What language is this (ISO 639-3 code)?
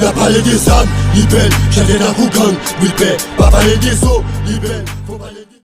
hat